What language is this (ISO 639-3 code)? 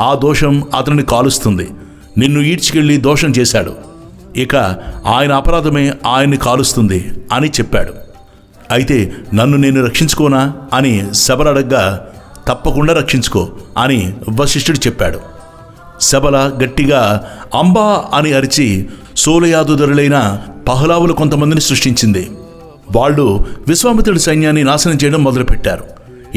tel